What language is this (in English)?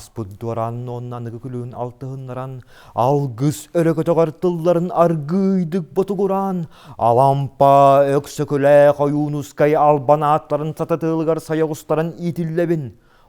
Yakut